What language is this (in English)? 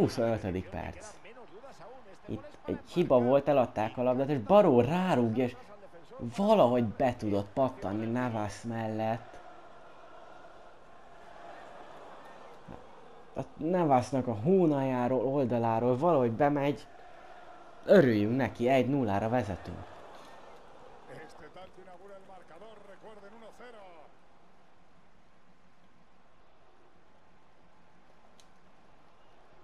Hungarian